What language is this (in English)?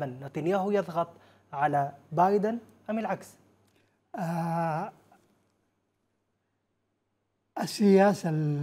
Arabic